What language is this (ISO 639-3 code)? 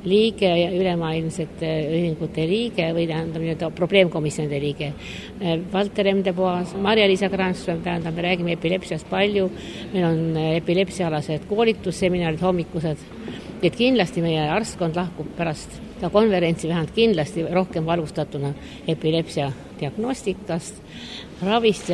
est